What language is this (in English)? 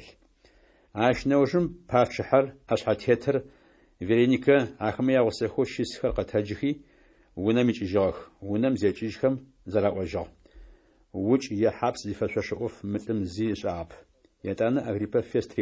Adyghe